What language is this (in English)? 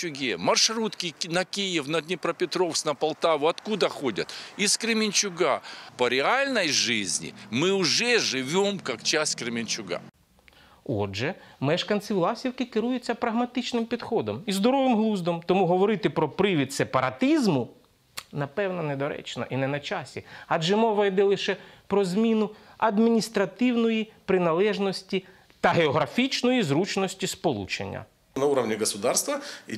Ukrainian